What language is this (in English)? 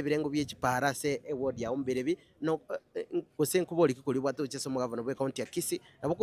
Gusii